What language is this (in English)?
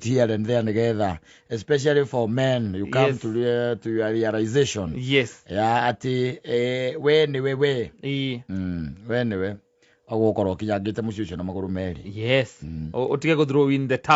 Kikuyu